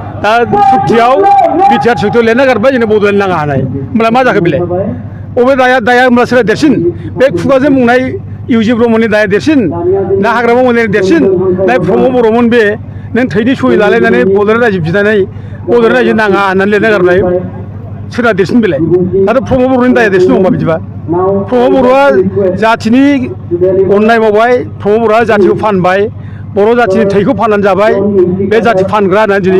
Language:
Bodo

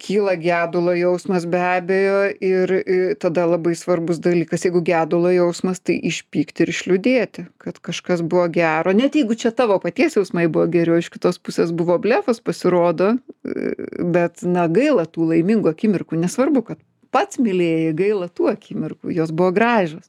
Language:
Lithuanian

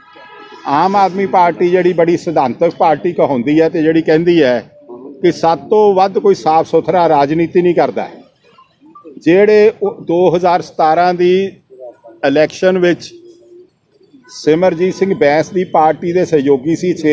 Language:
Punjabi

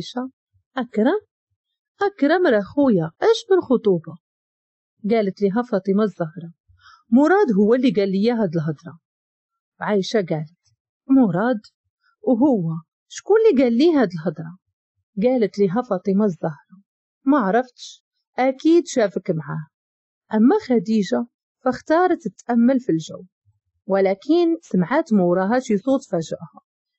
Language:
Moroccan Arabic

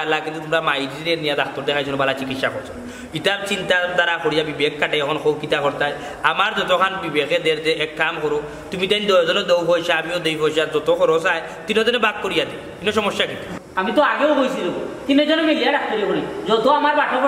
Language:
Sylheti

